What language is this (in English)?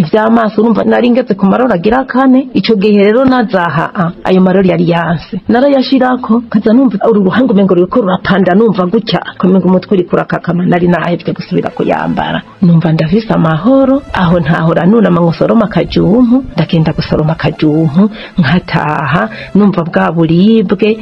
Rundi